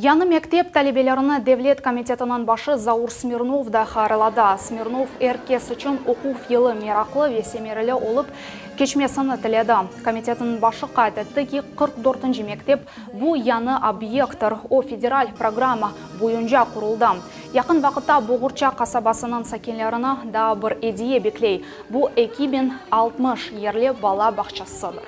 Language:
Crimean Tatar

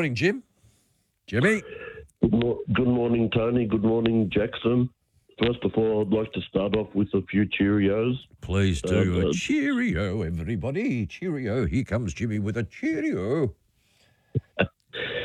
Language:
English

